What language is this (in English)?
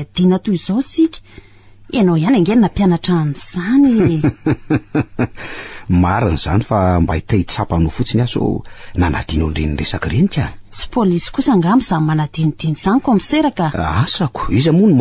Malagasy